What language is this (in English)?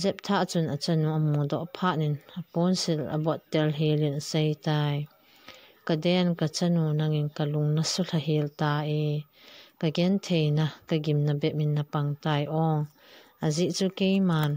Thado Chin